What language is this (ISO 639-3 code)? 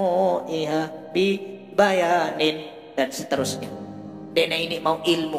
sas